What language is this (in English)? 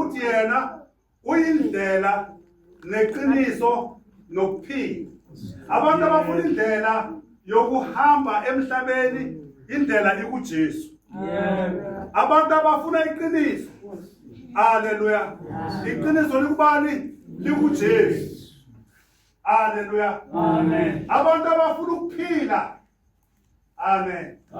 Zulu